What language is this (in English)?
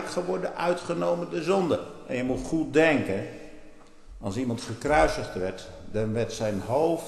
Dutch